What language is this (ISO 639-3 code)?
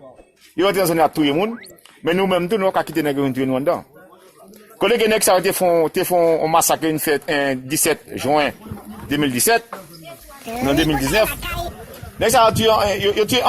hat